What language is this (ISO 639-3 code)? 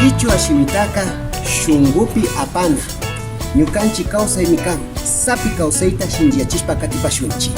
qvi